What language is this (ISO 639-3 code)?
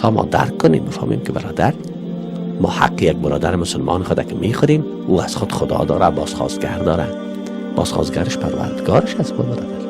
fas